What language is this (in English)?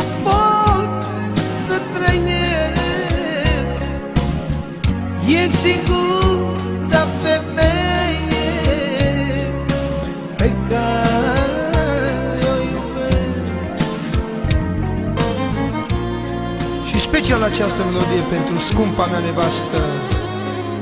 Romanian